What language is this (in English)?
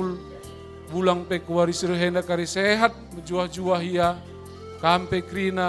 Batak Karo